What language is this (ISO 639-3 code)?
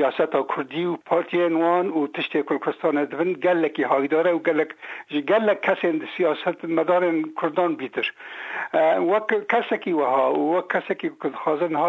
kur